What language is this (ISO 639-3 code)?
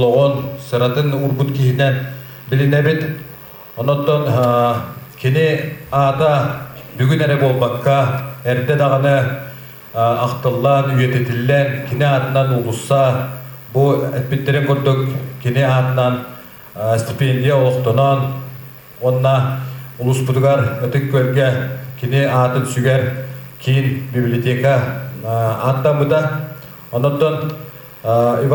sah